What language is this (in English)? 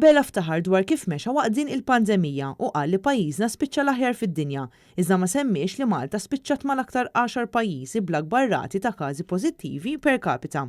Maltese